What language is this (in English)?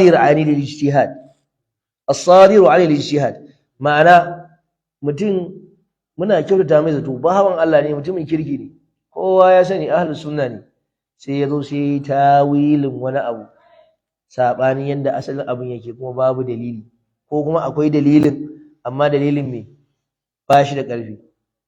Hausa